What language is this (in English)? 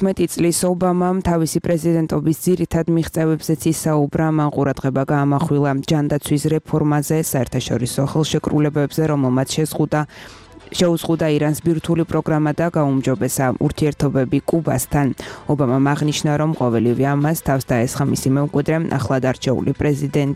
Georgian